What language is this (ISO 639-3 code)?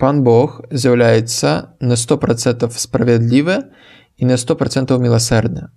bel